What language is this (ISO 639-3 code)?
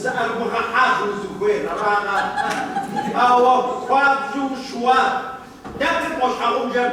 kbd